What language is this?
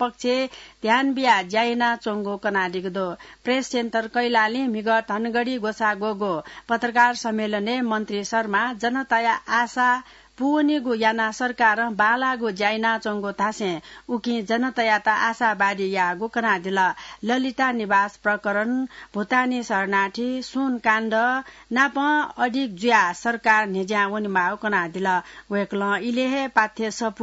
Newari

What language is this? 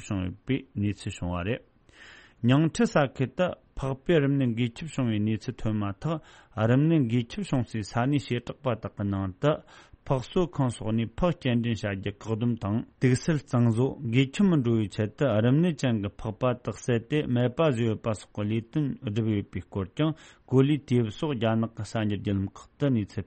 Tibetan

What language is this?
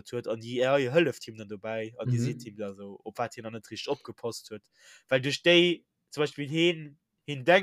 Luxembourgish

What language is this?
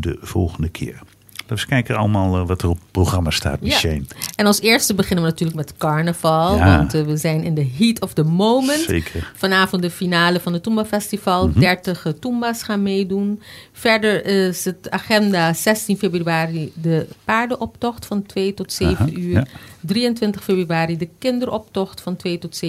Dutch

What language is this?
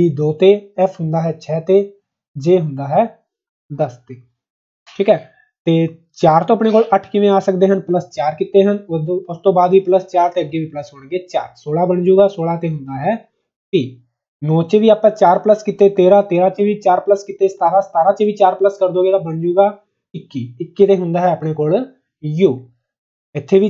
Punjabi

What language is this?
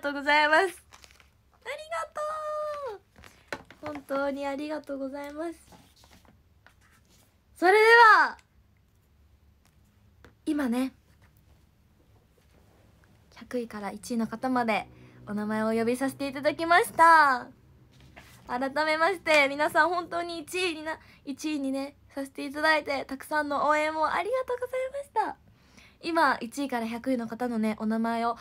Japanese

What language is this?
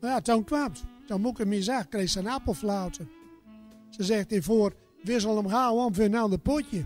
Gronings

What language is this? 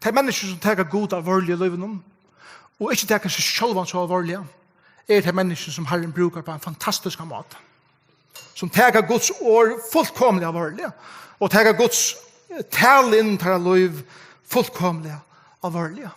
Faroese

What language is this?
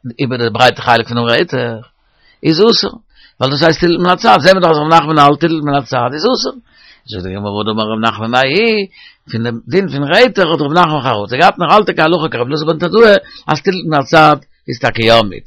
Yiddish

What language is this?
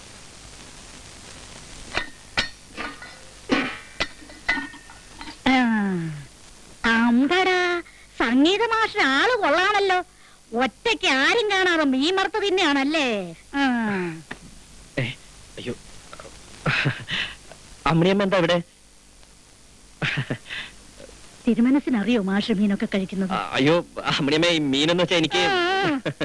Malayalam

